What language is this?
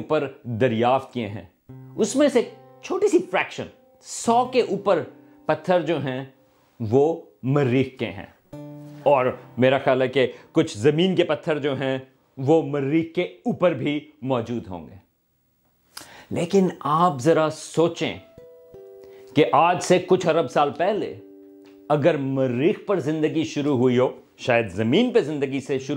Urdu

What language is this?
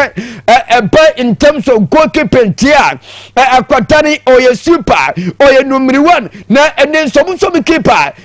Akan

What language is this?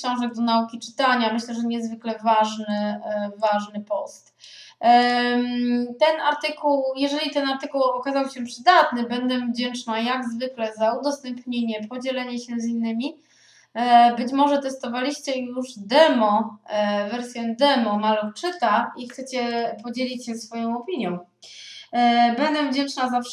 Polish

